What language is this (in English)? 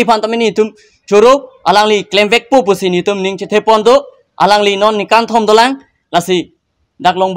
Karbi